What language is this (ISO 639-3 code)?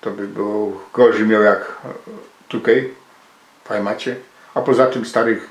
szl